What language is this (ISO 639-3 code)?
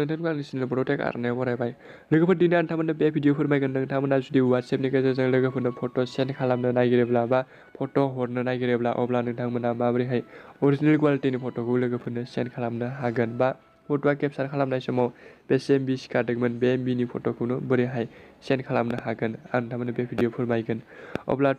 brx